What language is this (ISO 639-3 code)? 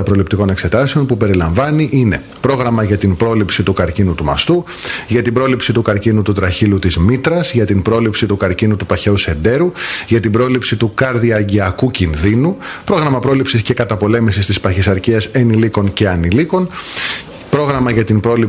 ell